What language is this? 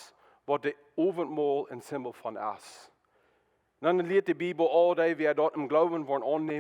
Plautdietsch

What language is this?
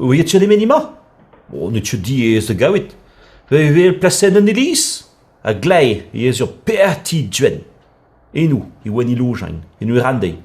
Breton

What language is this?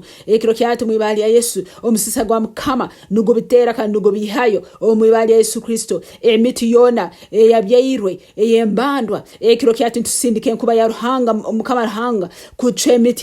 Nyankole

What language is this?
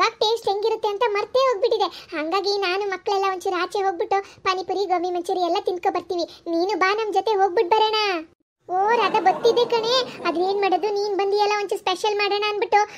Kannada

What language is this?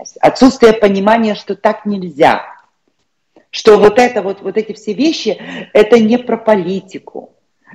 Russian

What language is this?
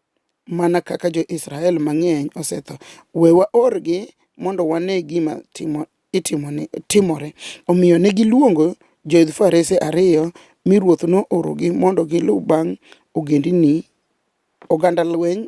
Luo (Kenya and Tanzania)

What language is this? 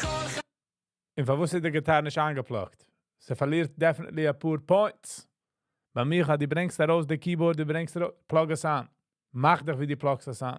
Yiddish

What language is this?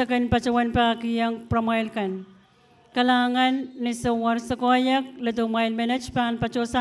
Pohnpeian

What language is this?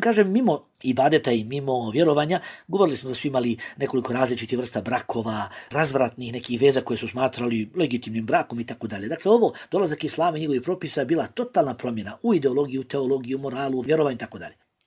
Bosnian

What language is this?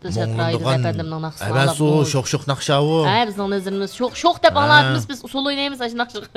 Uyghur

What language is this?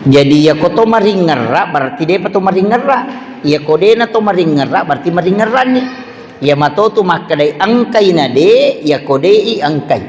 Buginese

